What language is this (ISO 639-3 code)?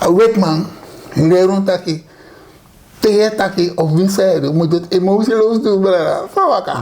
srn